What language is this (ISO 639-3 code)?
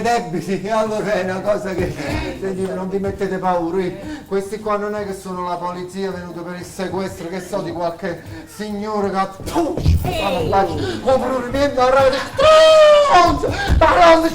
nap